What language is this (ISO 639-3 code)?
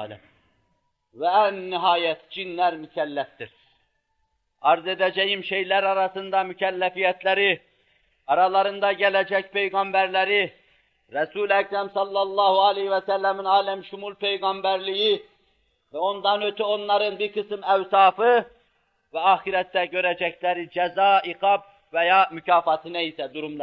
tur